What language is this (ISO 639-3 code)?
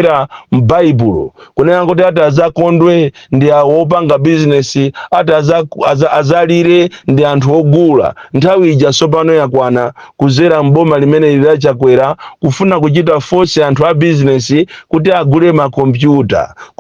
nya